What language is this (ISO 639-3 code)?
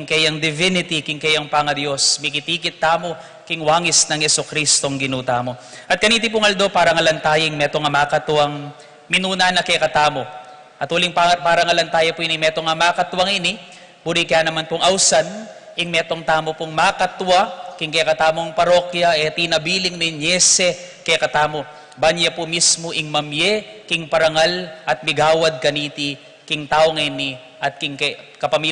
pam